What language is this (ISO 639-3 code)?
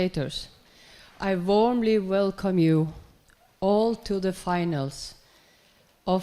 fao